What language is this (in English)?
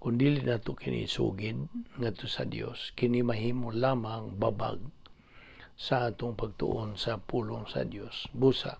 Cebuano